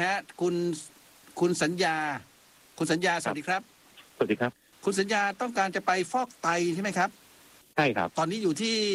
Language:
Thai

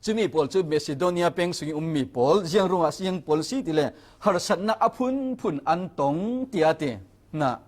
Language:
Falam Chin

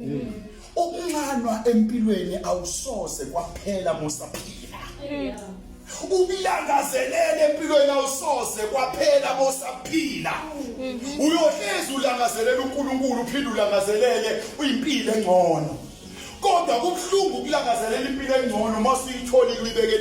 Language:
Zulu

